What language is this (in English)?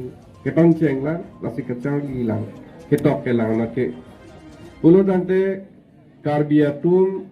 Karbi